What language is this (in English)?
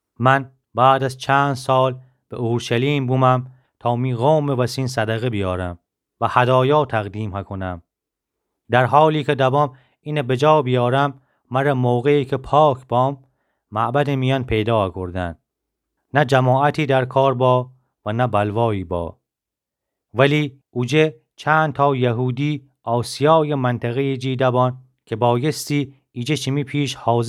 Gilaki